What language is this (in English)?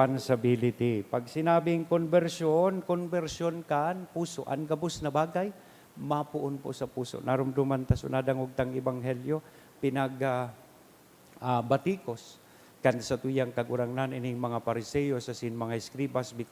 Bikol